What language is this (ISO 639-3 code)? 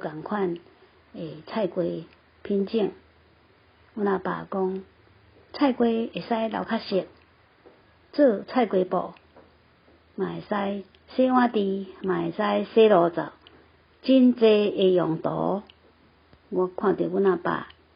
nan